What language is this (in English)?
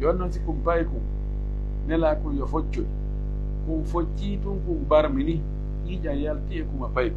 Pular